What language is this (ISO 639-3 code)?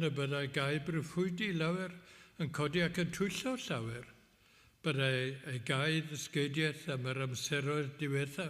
cym